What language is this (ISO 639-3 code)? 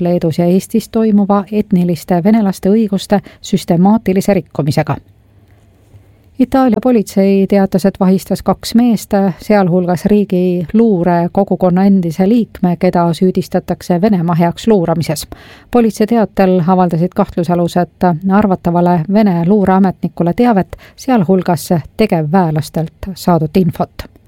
est